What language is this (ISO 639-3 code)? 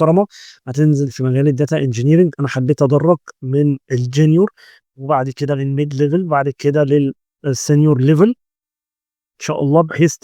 arz